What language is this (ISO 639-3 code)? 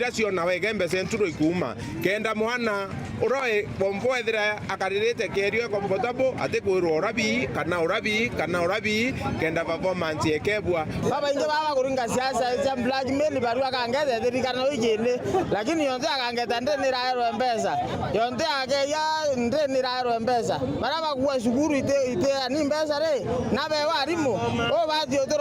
mer